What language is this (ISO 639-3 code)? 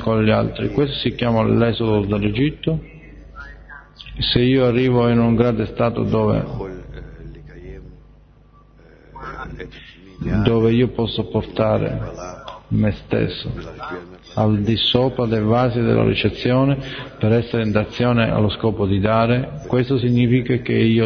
ita